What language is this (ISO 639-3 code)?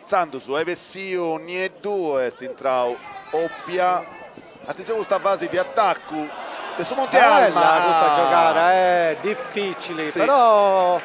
srd